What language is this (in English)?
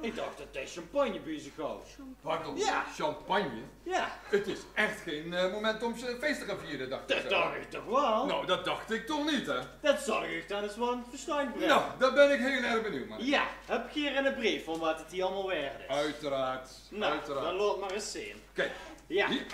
Limburgish